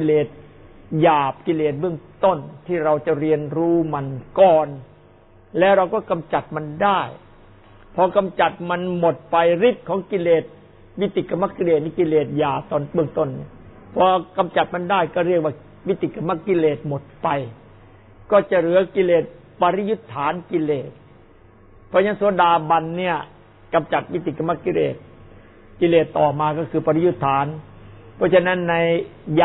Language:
Thai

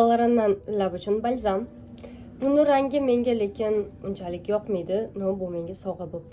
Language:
Uzbek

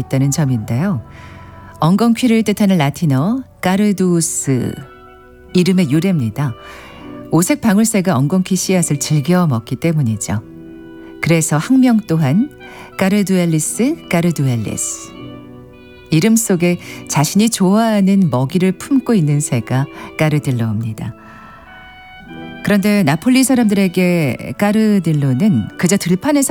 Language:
Korean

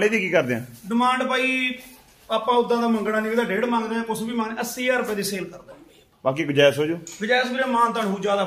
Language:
Punjabi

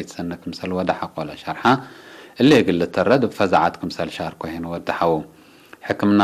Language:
Tigre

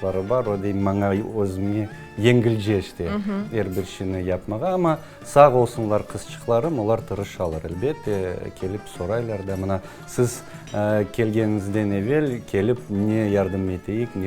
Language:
Crimean Tatar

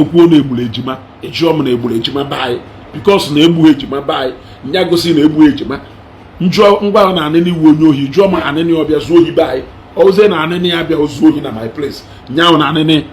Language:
Igbo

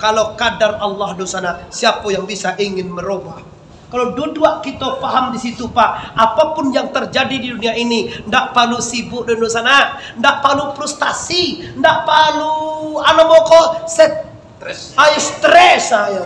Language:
Minangkabau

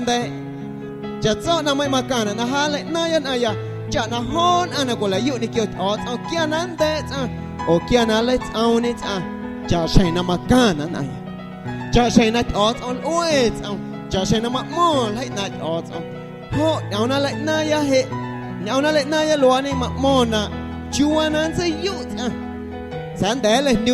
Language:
Guerrero Amuzgo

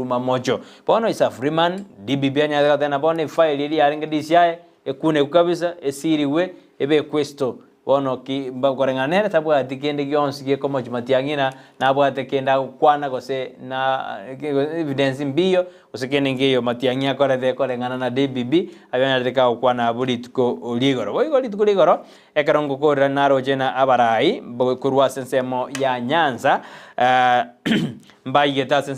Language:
Gusii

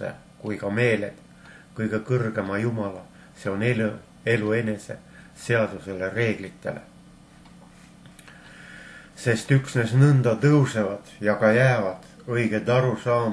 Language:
Estonian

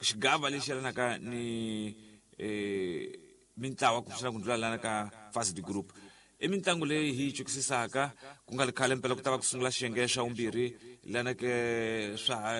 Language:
Tsonga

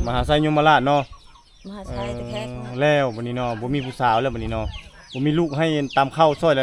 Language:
Lao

